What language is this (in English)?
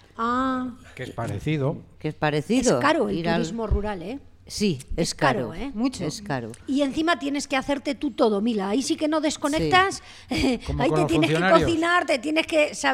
Spanish